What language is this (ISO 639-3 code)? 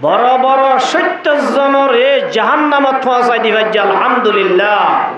rhg